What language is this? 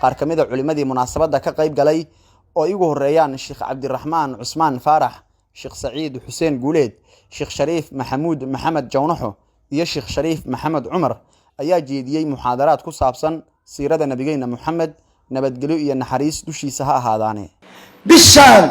Somali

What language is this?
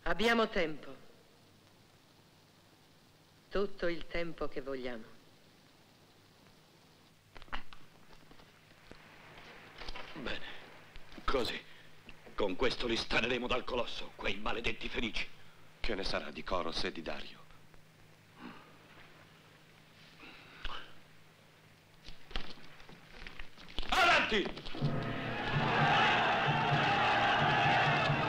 Italian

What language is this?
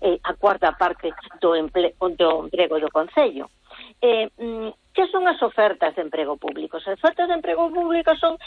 Galician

